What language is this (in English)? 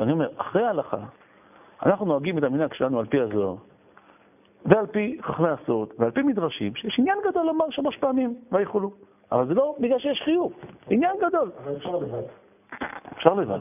Hebrew